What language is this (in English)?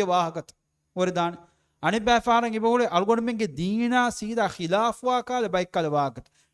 Divehi